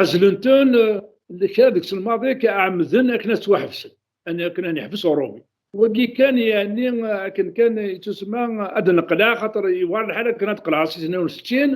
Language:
Kabyle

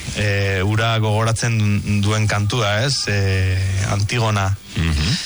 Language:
Basque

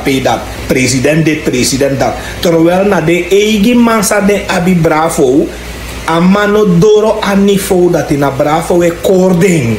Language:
Sranan Tongo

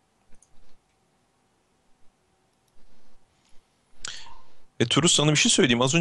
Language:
Turkish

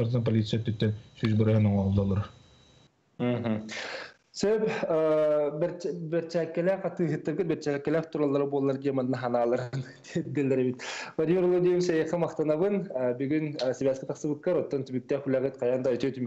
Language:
Yakut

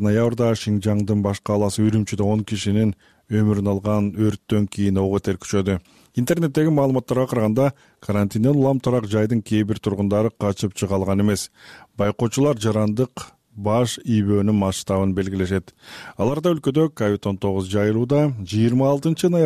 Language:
Kyrgyz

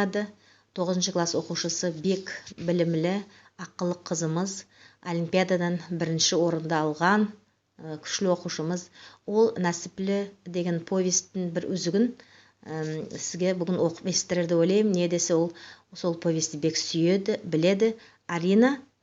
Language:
Nogai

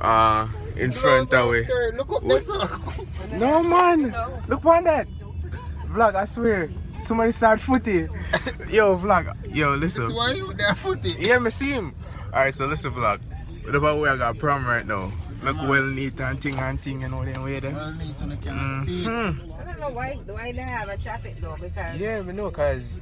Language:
Jamaican Creole English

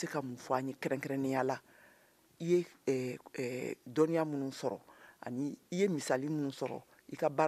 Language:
Bambara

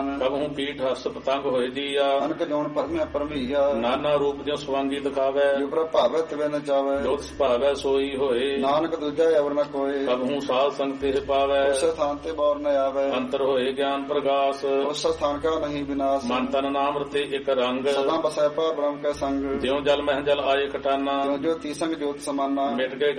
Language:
Punjabi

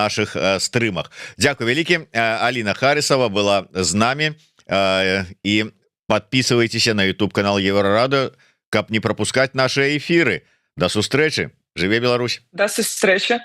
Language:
Belarusian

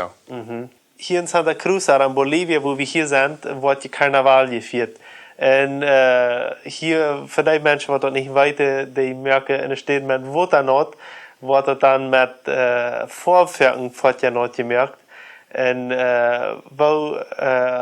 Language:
Plautdietsch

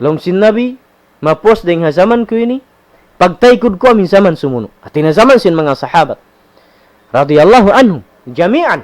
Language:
Tausug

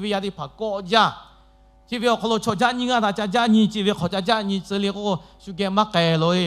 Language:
Lahu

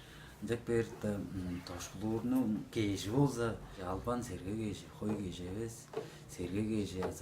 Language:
Tuvinian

